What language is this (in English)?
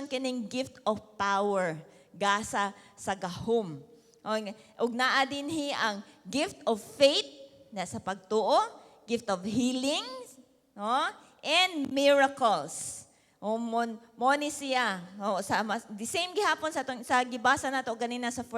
Cebuano